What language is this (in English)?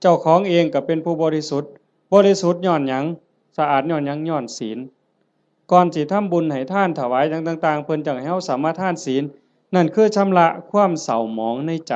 Northeastern Thai